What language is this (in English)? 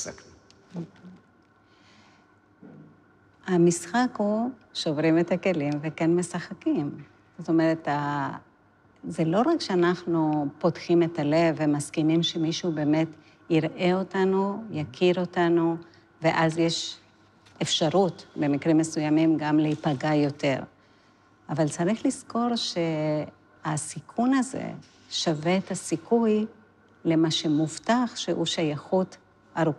Hebrew